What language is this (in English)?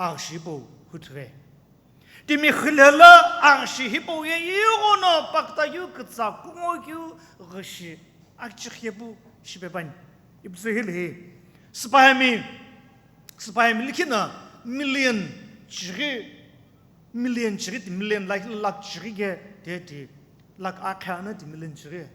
Sumi Naga